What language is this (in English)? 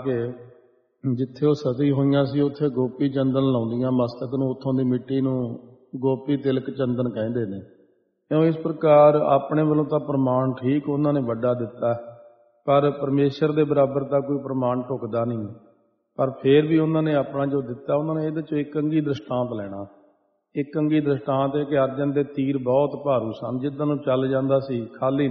Punjabi